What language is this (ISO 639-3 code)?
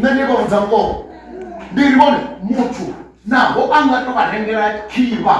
ven